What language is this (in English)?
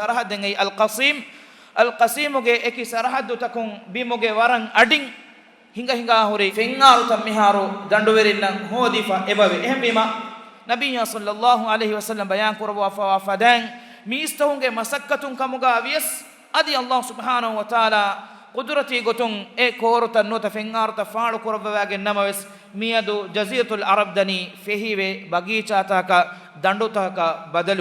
Divehi